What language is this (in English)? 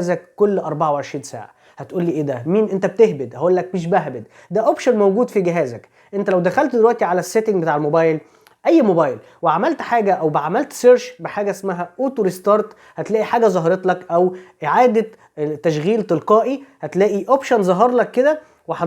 Egyptian Arabic